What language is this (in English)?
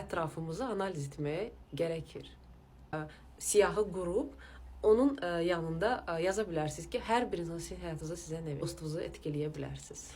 Azerbaijani